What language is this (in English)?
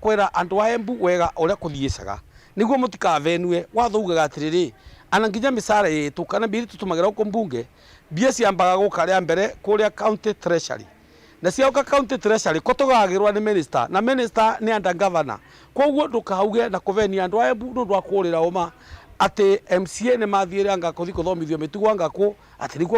Meru